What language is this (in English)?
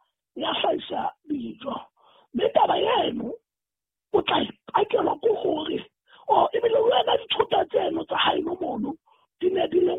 Southern Sotho